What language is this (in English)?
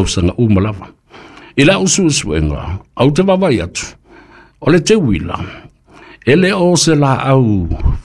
Samoan